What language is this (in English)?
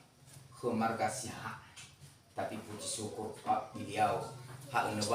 Nias